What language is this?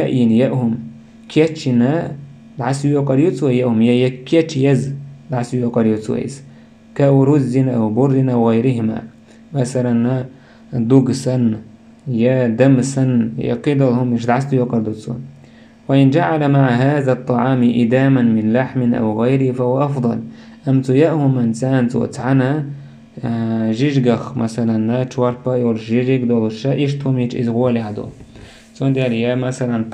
Chechen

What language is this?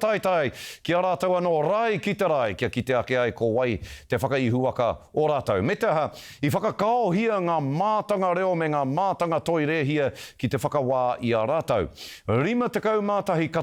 Māori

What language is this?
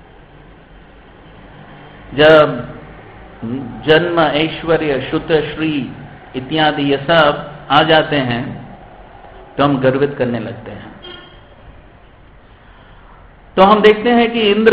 Hindi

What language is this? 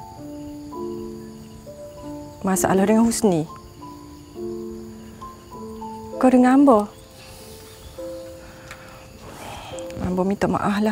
Malay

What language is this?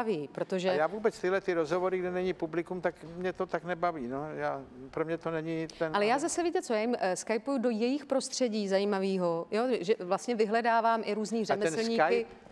Czech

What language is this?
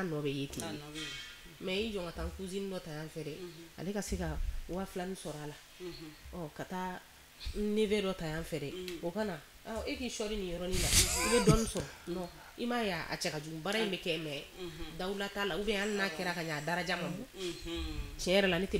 Bambara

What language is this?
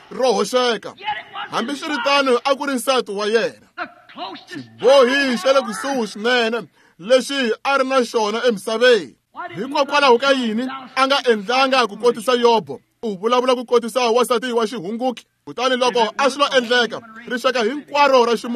Tsonga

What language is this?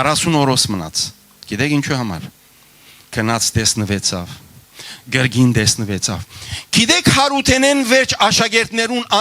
Western Armenian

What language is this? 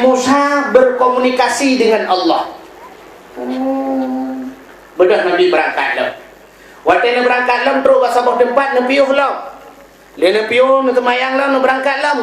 Achinese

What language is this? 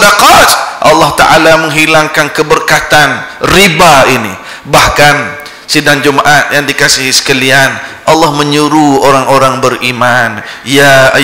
Malay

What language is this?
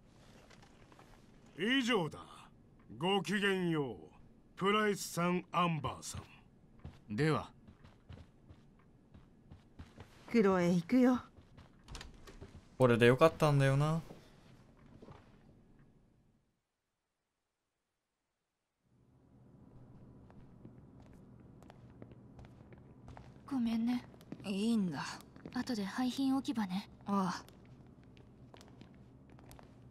Japanese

